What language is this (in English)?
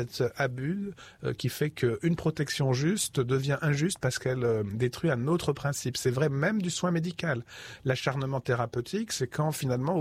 French